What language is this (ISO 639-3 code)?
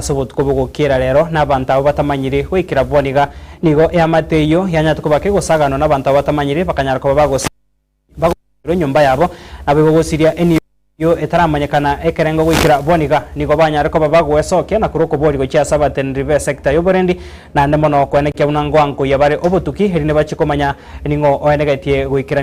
guz